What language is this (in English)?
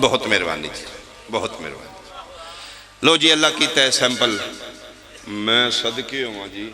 Pahari-Potwari